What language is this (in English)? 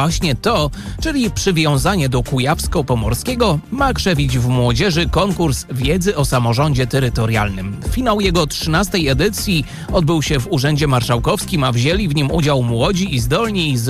Polish